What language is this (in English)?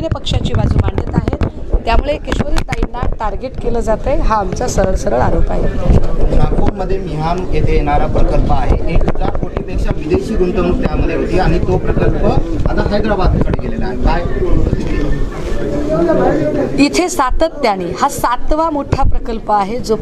Marathi